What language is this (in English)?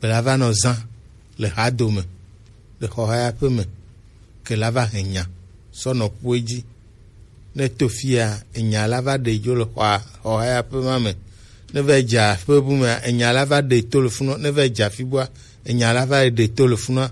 Gen